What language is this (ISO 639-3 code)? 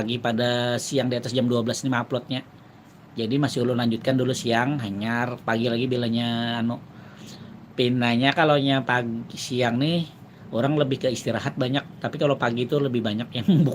bjn